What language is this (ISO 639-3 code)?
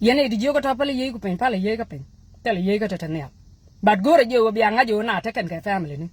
nus